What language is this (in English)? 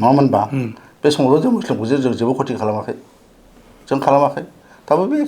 Bodo